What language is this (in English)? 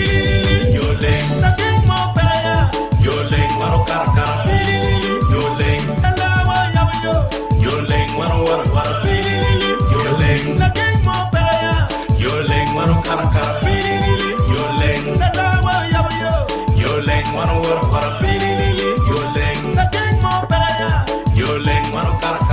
Acoli